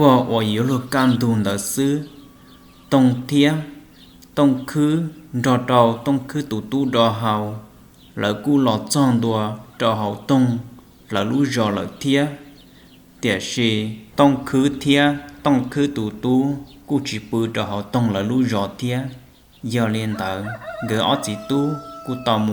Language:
Hmong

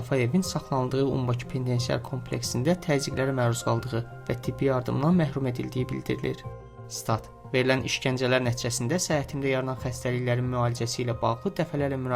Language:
Azerbaijani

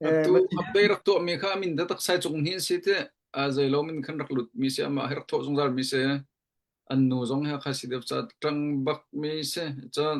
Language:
Hakha Chin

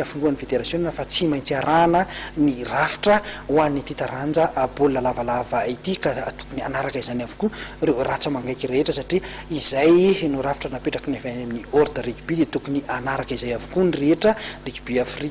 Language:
Malagasy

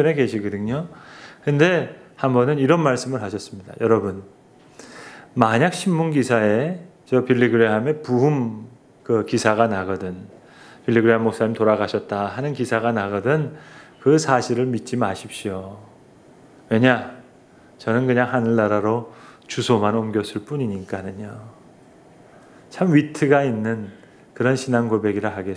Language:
Korean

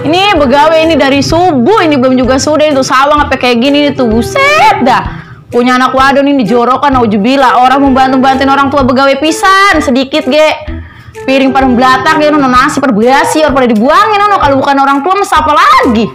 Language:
Betawi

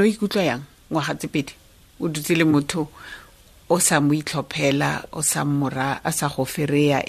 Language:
Tswana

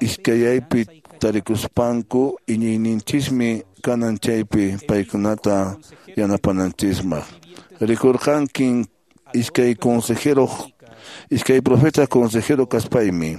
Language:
Quechua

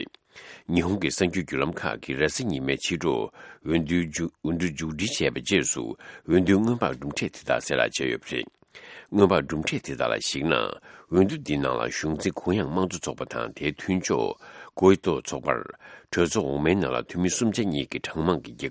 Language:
Tibetan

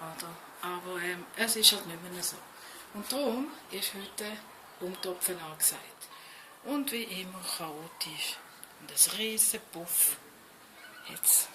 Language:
Swiss German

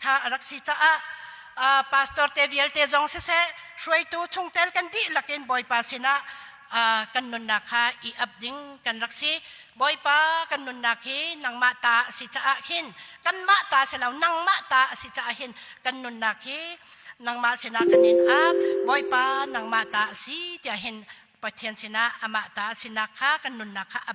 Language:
Hakha Chin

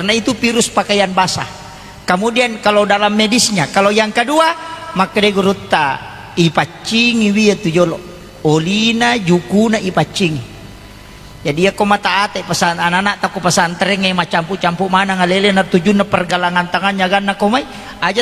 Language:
Buginese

